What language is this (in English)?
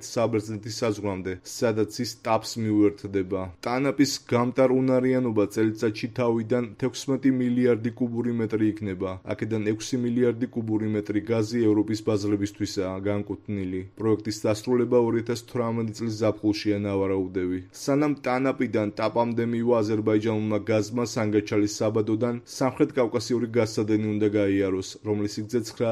Georgian